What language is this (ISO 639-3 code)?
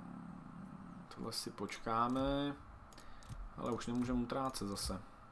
ces